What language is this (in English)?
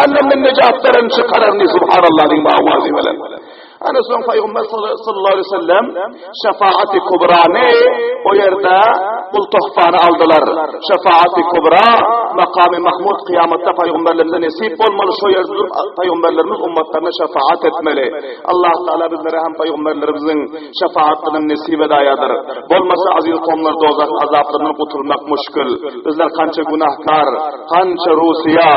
Turkmen